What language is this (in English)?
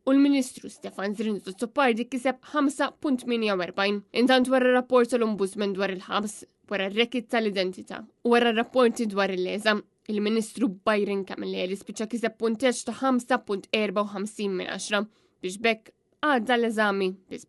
Maltese